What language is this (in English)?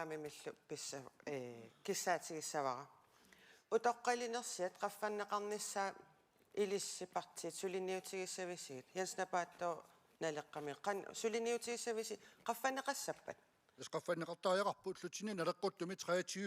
Kalaallisut